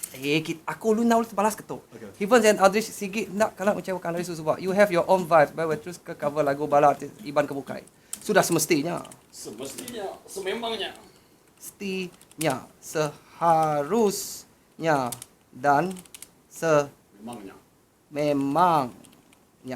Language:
Iban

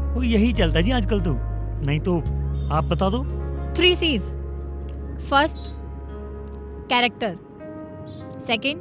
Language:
Hindi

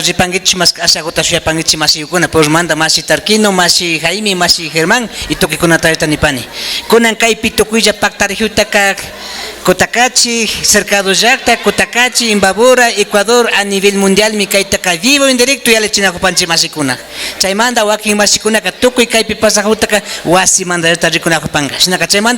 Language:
Imbabura Highland Quichua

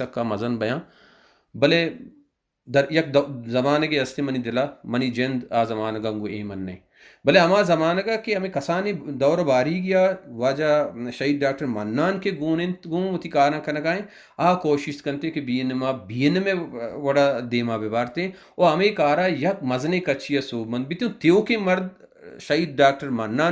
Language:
Baluchi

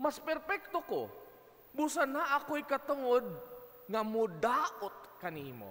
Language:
Cebuano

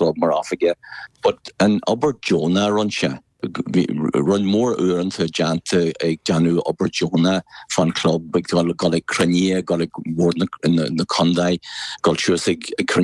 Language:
Irish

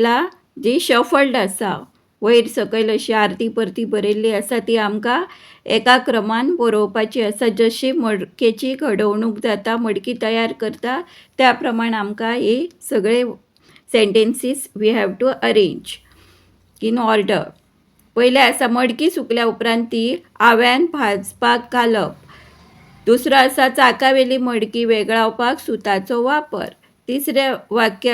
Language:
Konkani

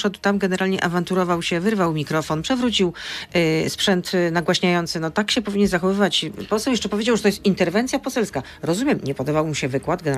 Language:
Polish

